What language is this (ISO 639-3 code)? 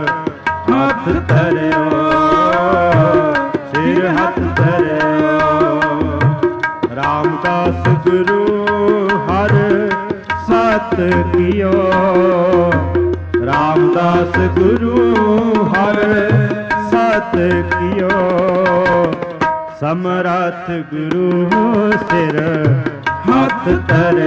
pan